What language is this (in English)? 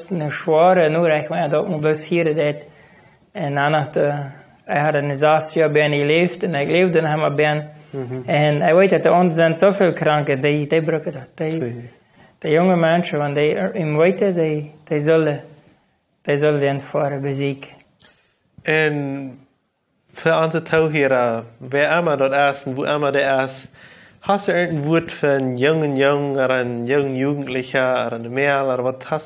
Plautdietsch